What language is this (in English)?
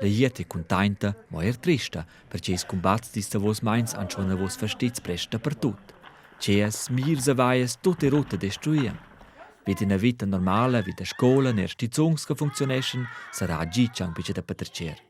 Romansh